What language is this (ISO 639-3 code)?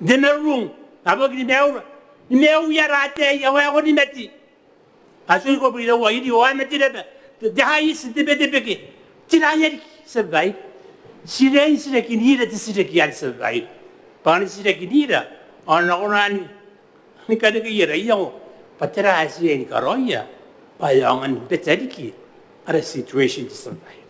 gil